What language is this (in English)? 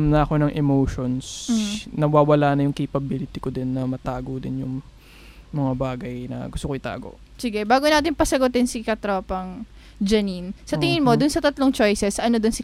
Filipino